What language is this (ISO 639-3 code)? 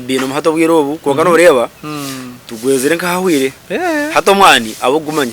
nyn